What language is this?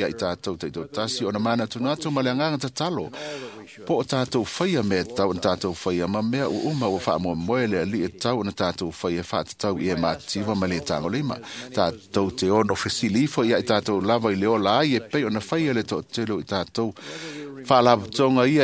Samoan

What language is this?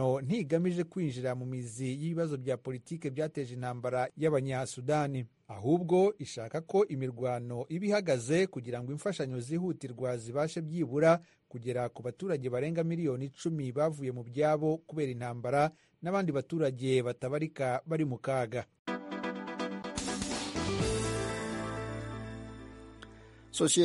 Kinyarwanda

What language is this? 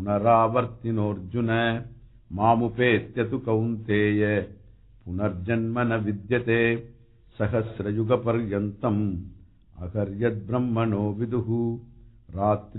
Sanskrit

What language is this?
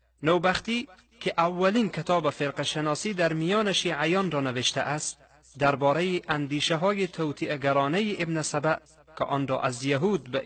Persian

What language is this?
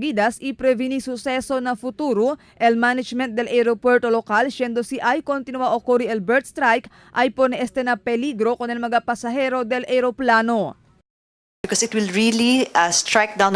Chavacano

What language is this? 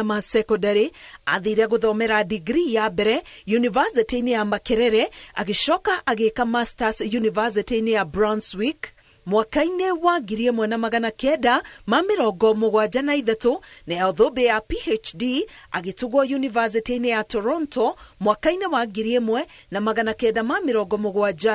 Kikuyu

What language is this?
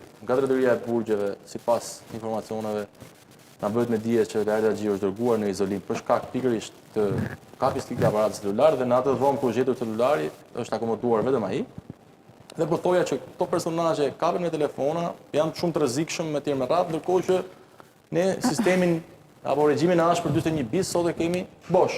Albanian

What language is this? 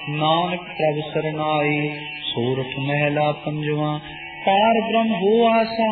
Punjabi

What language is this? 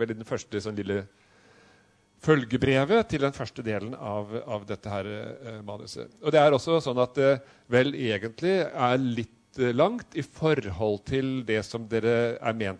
Norwegian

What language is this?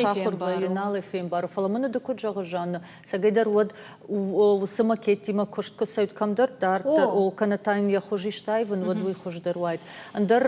Ossetic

